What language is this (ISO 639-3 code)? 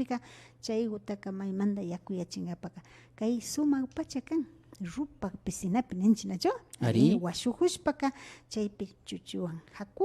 qvi